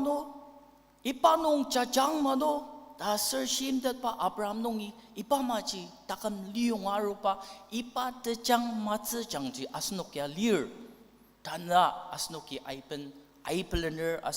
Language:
Ao Naga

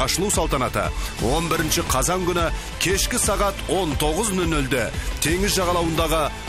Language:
Kazakh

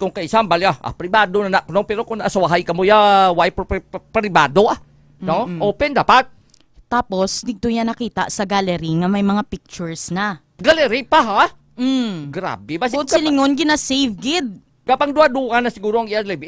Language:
Hiligaynon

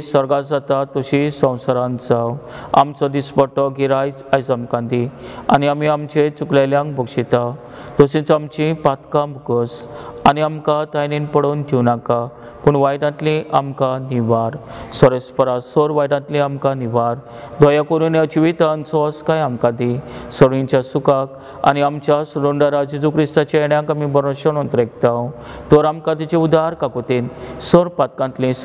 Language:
Konkani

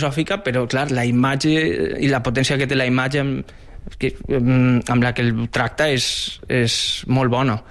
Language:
Catalan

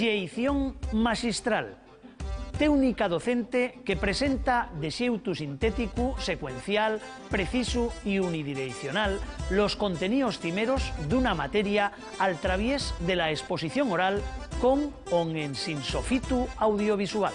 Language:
Asturian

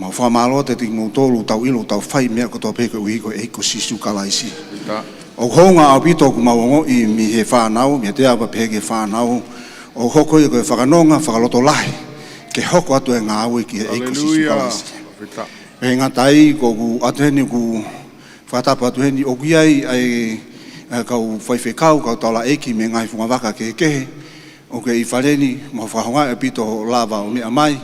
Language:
Tongan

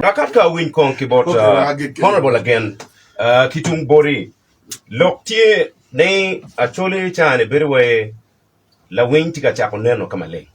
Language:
Acoli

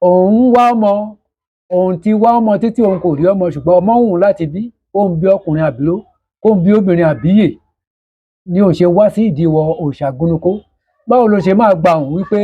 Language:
Yoruba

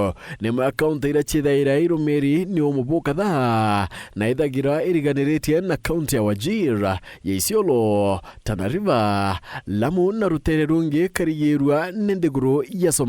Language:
Meru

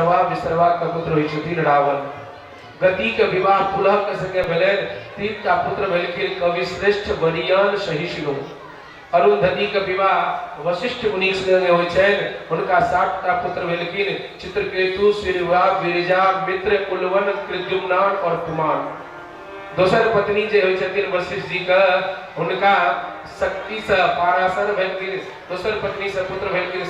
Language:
Maithili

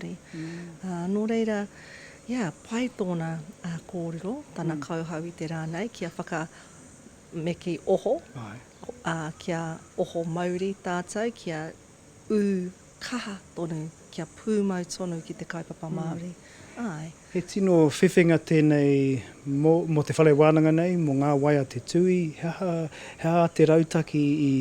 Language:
Māori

